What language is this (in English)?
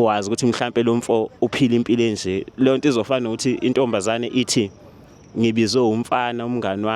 Zulu